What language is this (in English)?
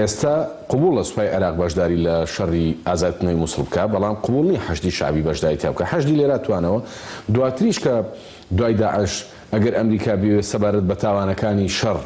Central Kurdish